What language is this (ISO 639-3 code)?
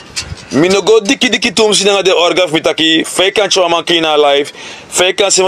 srn